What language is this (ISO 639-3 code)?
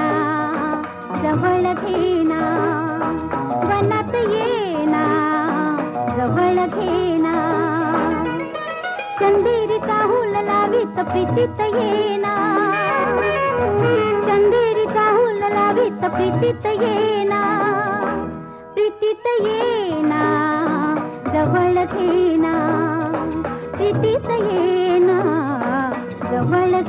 mar